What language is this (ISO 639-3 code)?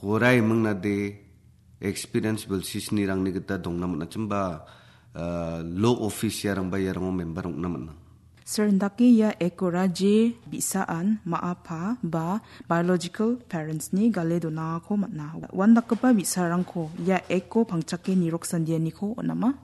grt